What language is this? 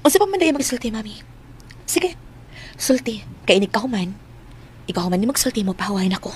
Cebuano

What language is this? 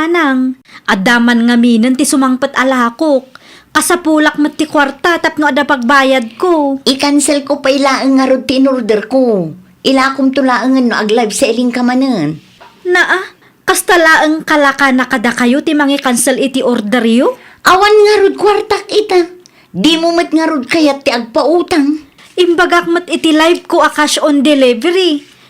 Iloko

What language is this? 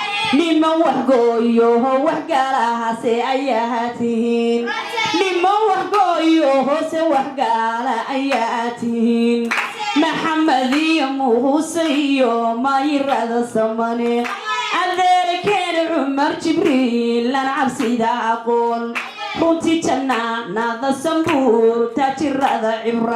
Somali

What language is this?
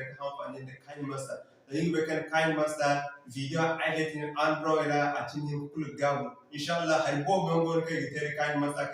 Zarma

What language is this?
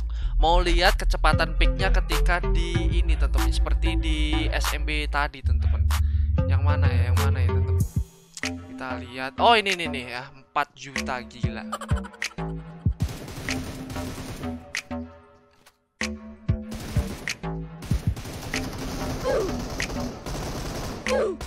Indonesian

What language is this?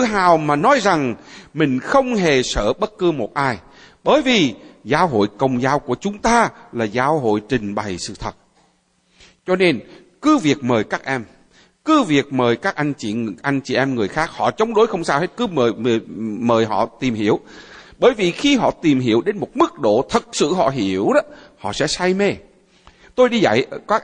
Vietnamese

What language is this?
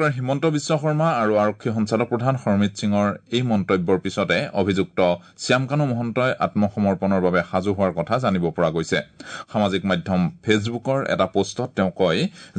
Assamese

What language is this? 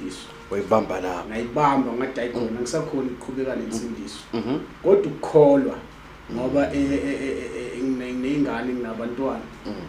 Zulu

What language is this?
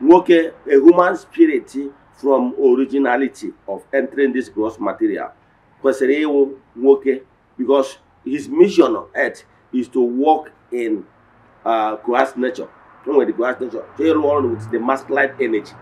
Igbo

